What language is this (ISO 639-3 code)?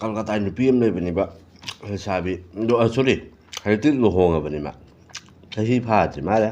mni